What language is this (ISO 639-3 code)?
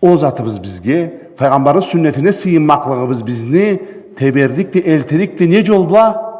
krc